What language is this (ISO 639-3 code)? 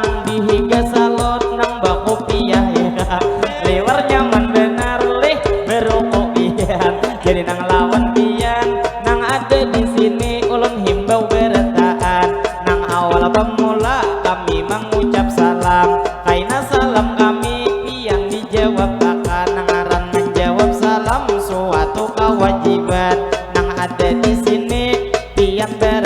bjn